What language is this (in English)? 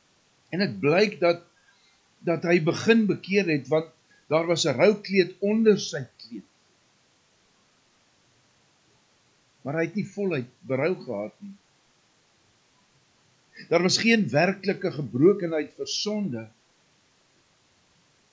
Afrikaans